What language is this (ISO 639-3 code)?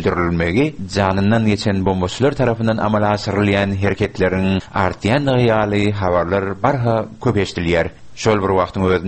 tuk